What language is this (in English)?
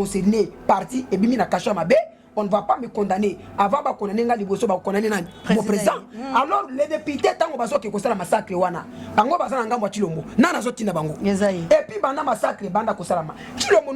Lingala